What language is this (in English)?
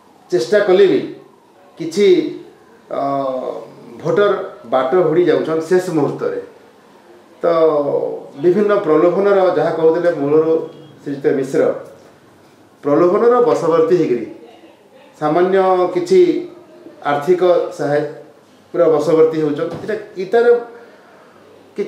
Odia